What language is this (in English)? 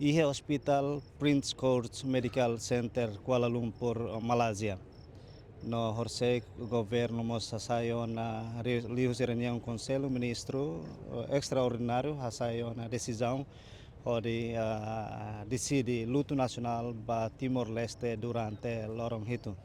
Tetum